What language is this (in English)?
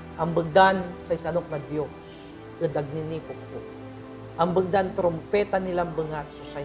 Pangasinan